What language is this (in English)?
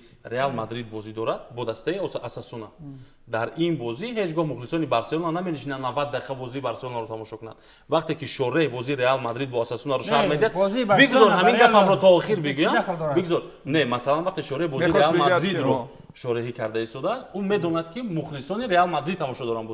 Tajik